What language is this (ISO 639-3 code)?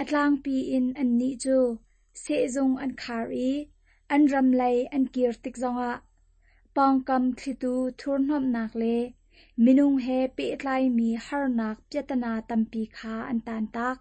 cnh